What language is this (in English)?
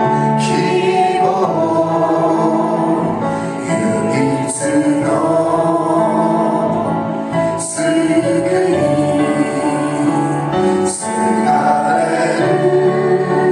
Japanese